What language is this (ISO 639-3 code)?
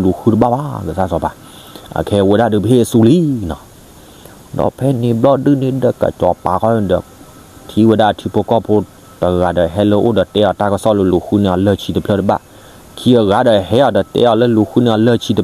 ksw